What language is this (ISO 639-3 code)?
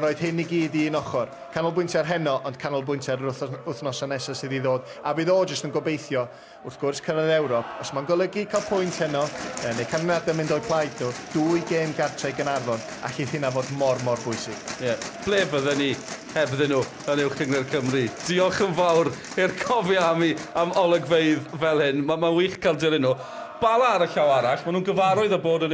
cym